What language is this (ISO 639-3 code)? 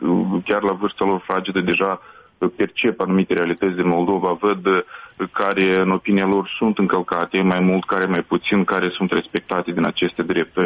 ron